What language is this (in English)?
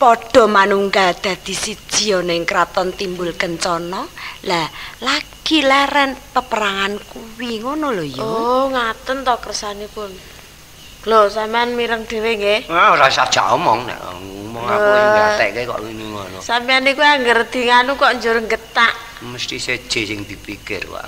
Javanese